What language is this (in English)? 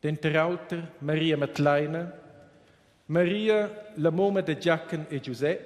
Romansh